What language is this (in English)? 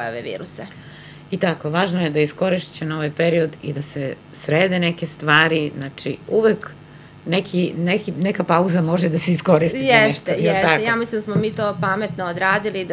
Serbian